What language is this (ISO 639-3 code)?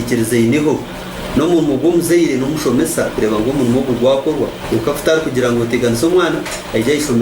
nyn